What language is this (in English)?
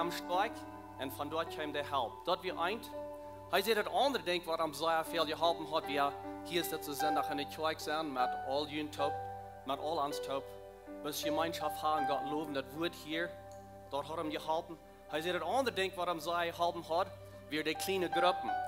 Plautdietsch